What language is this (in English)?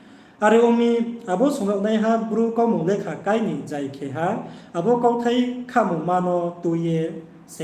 Riang (India)